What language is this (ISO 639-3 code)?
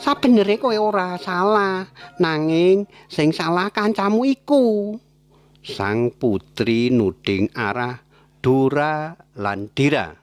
jav